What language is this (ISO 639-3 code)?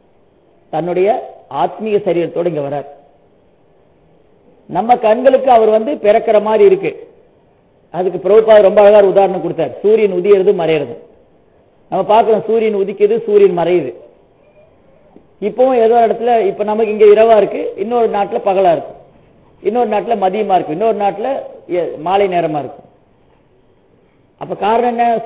tam